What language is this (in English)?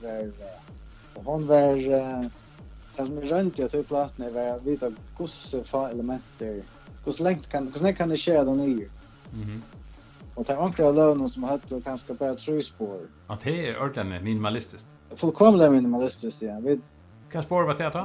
Faroese